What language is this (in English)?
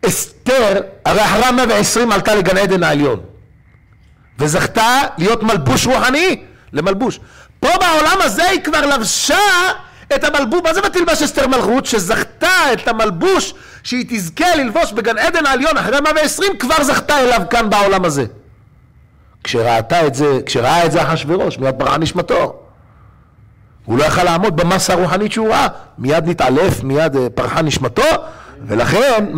Hebrew